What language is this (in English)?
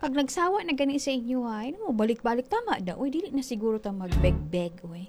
Cebuano